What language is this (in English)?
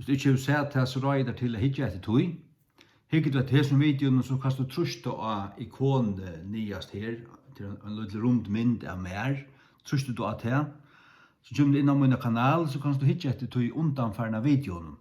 Faroese